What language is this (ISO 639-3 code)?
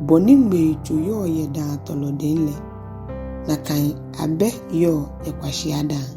gaa